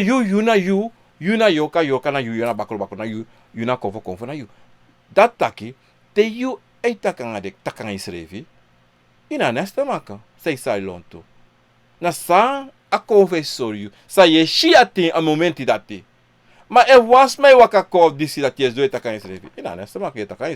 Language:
Sranan Tongo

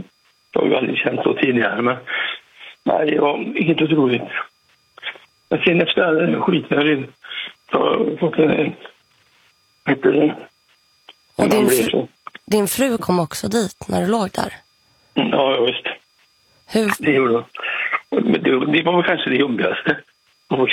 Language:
Swedish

